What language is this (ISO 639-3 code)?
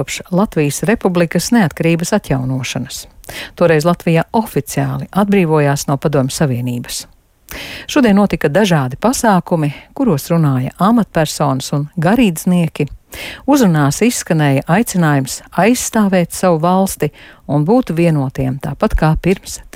lav